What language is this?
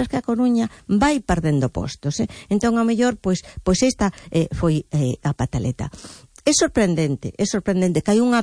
Galician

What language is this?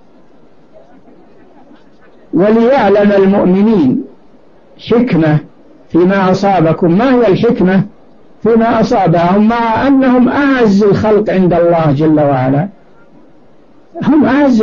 Arabic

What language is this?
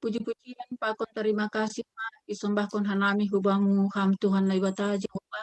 Batak Simalungun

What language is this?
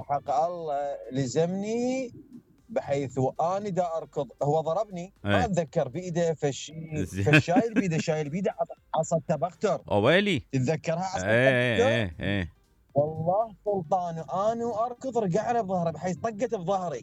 Mesopotamian Arabic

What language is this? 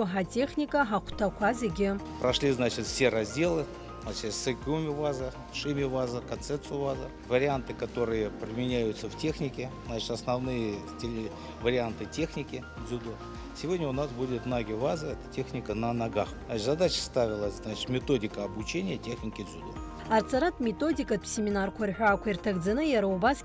Abkhazian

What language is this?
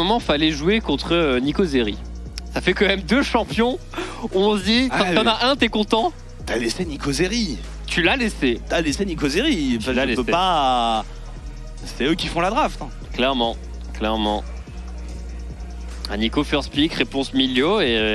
French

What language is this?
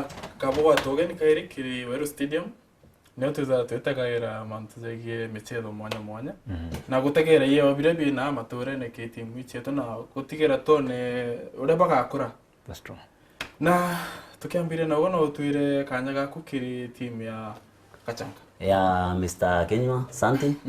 Meru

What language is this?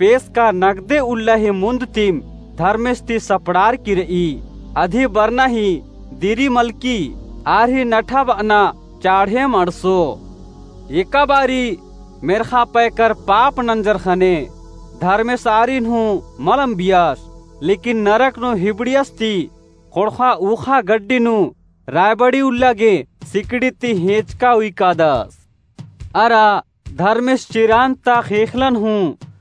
Kurukh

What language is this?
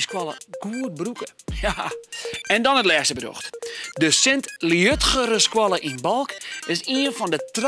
Western Frisian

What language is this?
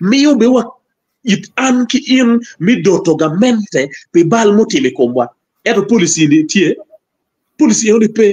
Acoli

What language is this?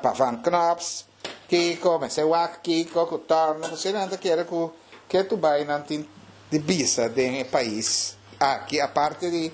Papiamento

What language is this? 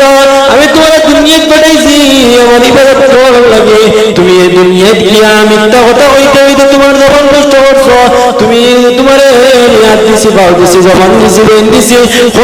Sylheti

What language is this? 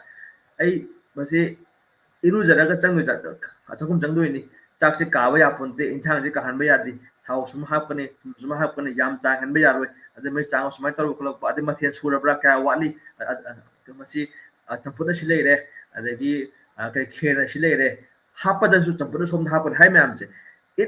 Manipuri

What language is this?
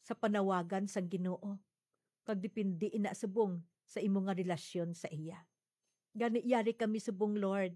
Hiligaynon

